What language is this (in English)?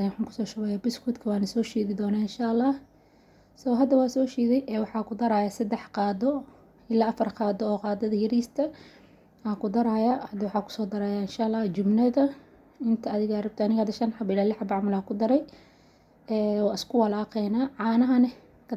Somali